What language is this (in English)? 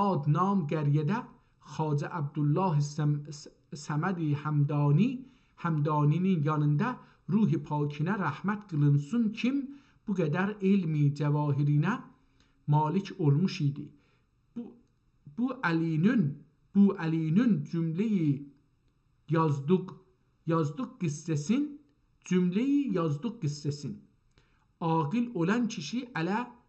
South Azerbaijani